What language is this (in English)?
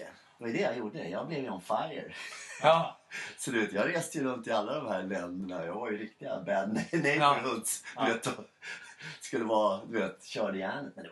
Swedish